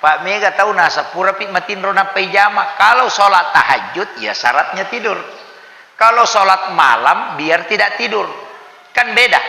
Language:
Buginese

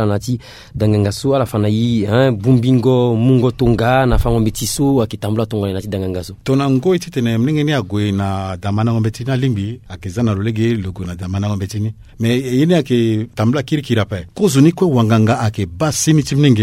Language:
Sango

